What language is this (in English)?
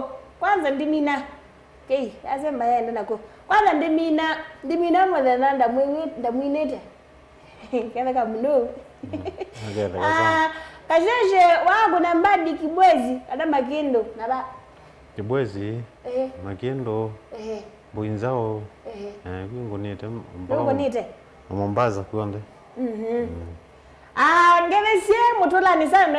Kamba